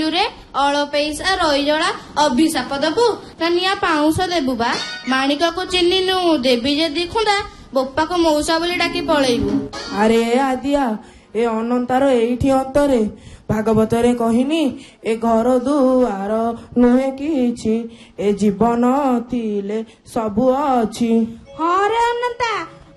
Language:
Odia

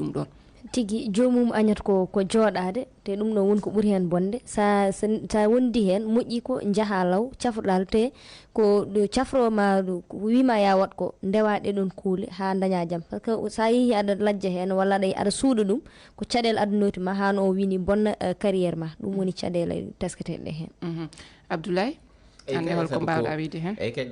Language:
Fula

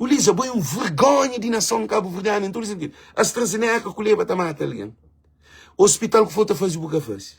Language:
Kabuverdianu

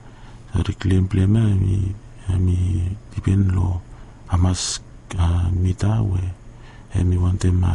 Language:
Bislama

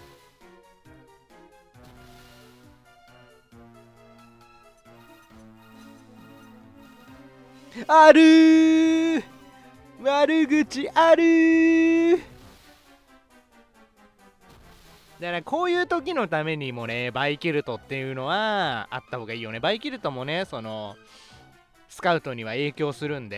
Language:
Japanese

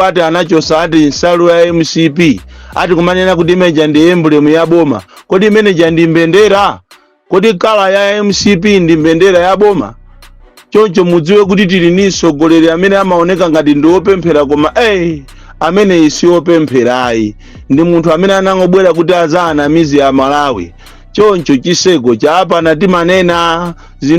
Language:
Nyanja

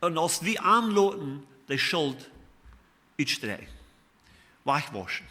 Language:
Plautdietsch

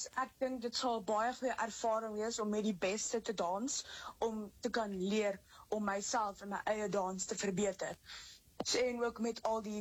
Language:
Afrikaans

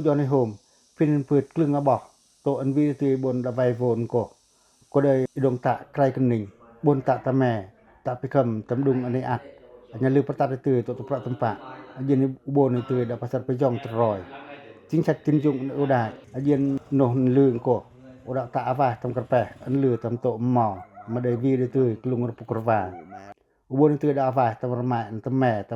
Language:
Pacoh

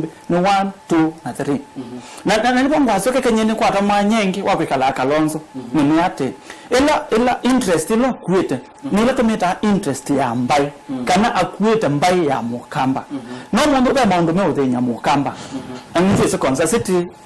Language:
Kamba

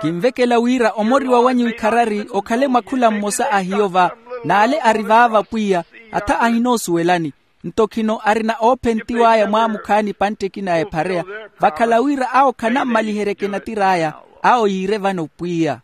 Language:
Makhuwa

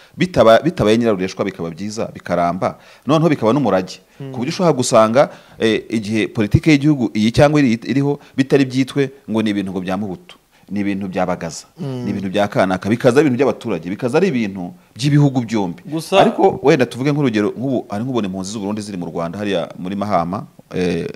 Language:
Kinyarwanda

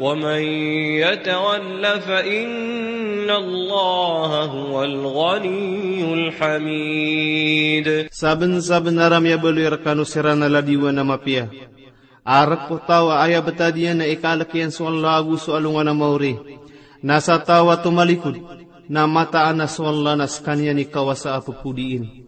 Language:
Maranao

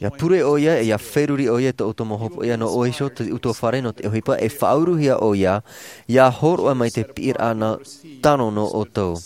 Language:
Tahitian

